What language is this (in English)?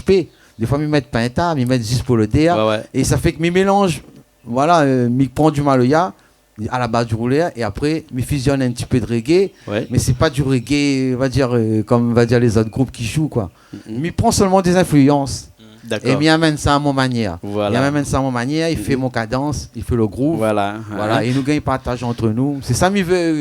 Réunion Creole French